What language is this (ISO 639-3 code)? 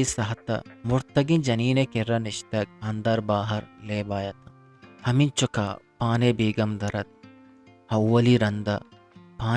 bgp